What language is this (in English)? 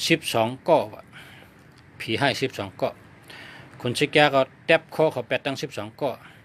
Shan